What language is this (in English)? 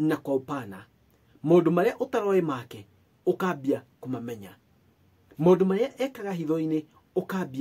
Kikuyu